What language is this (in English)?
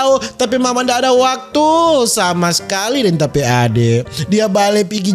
Manado Malay